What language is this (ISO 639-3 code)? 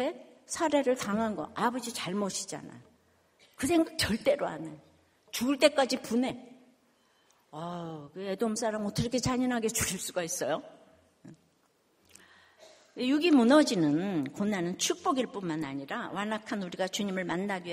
kor